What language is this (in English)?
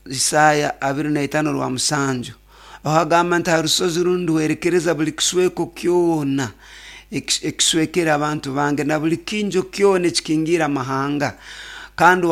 Nyoro